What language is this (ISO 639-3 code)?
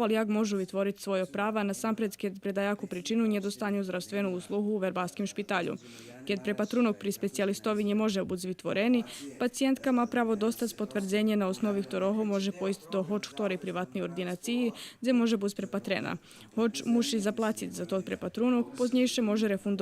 rue